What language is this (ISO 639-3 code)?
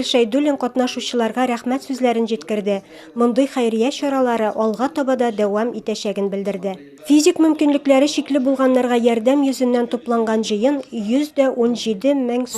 tat